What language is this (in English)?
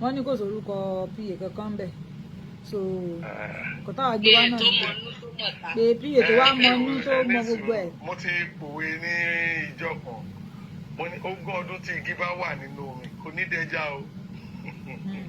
Yoruba